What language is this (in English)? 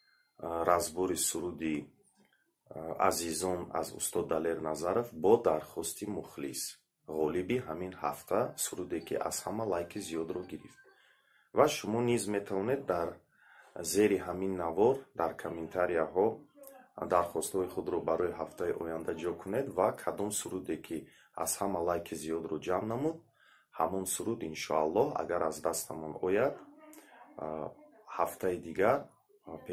Tajik